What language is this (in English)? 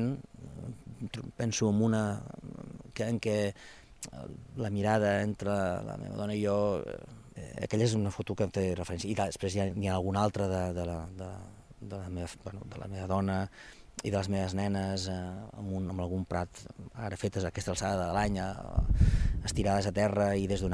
Catalan